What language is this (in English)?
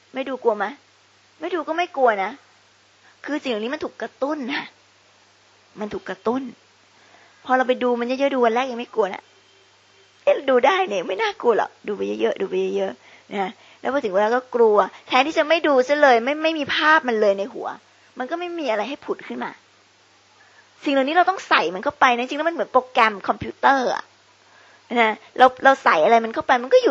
Thai